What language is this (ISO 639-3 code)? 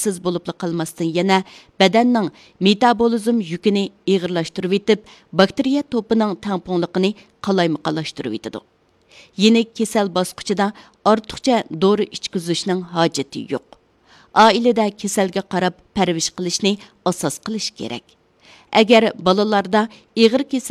uig